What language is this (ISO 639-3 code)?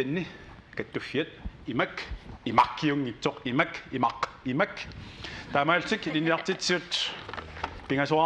kal